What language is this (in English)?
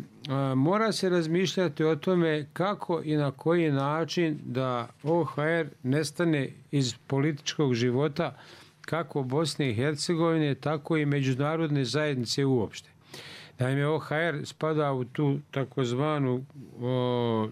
Bosnian